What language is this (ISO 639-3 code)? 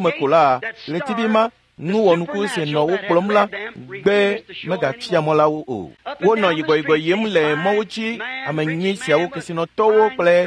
ewe